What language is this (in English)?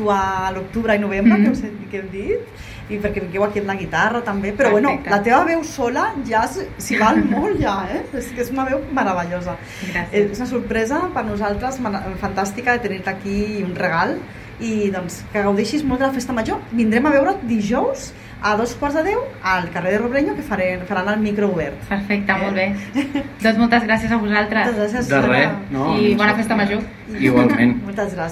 Catalan